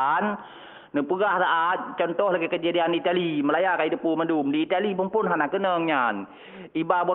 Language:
Achinese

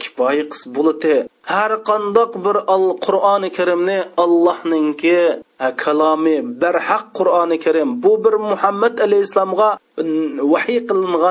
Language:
Uyghur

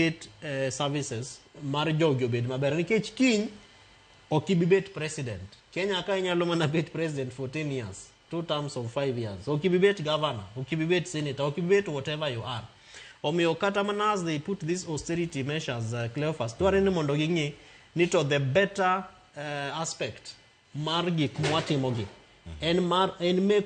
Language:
Luo (Kenya and Tanzania)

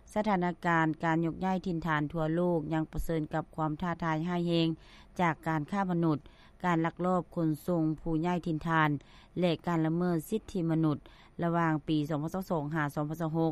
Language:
Lao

